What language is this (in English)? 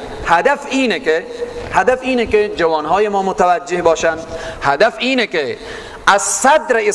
Persian